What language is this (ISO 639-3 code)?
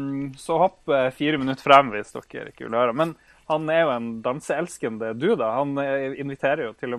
nor